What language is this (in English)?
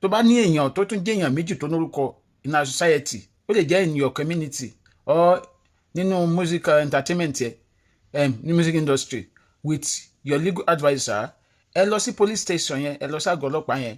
Yoruba